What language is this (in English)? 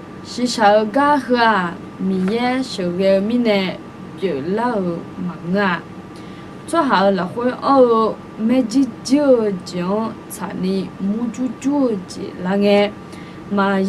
Akha